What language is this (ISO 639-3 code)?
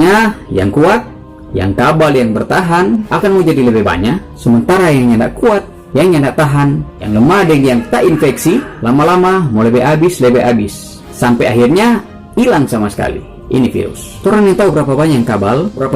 xmm